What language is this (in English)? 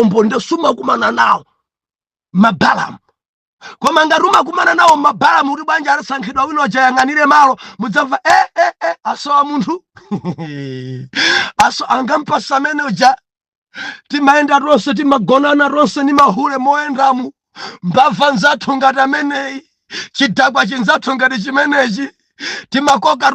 Nyanja